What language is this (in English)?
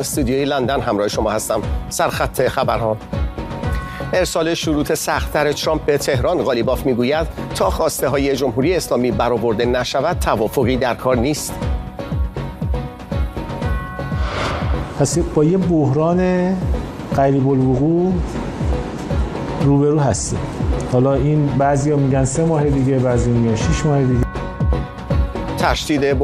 Persian